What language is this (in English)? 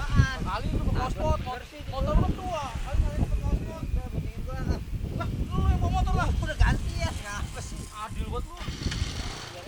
Betawi